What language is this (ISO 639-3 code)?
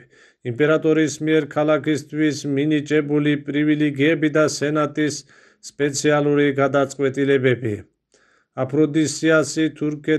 kat